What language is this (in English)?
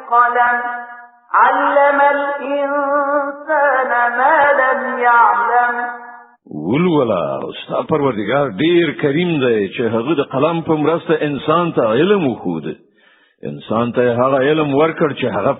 Pashto